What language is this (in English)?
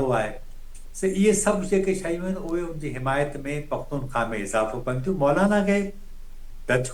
Sindhi